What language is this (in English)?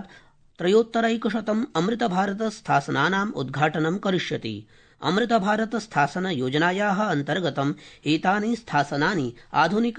Sanskrit